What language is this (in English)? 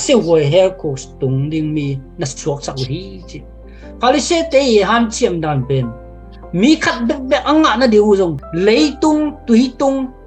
Tedim Chin